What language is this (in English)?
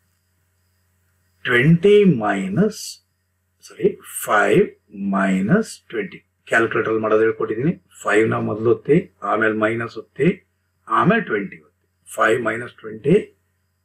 Kannada